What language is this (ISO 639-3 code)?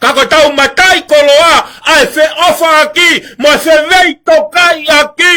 ton